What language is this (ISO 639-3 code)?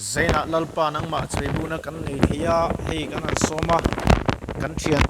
lus